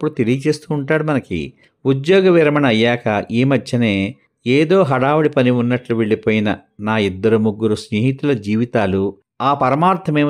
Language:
Telugu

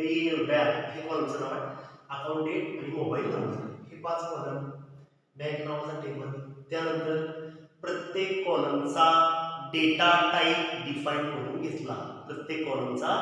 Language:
Marathi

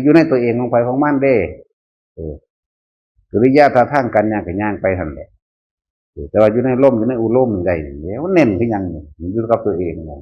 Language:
Northeastern Thai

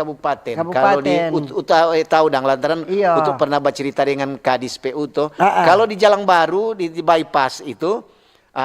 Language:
Manado Malay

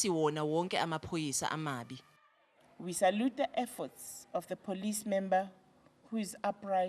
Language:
Zulu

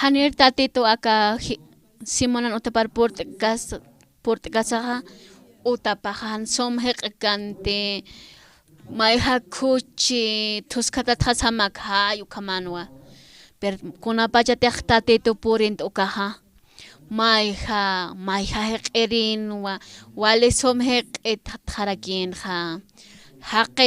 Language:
Aymara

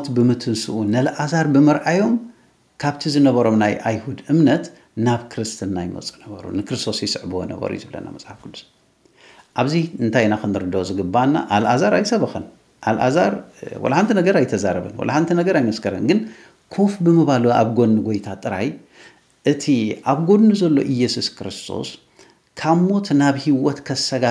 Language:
Tigrinya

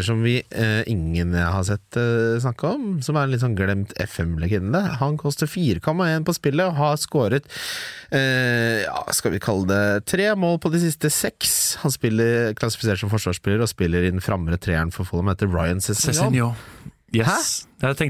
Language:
Norwegian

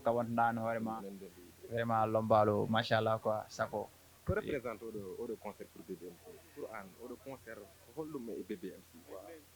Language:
Fula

